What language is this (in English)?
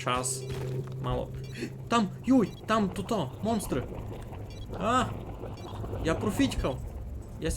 Rusyn